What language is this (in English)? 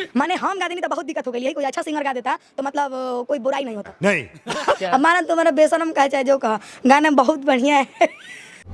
Bhojpuri